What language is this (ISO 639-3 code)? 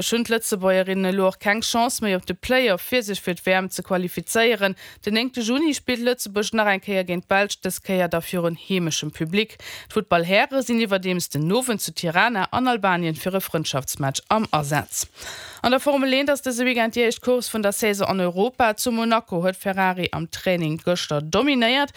ltz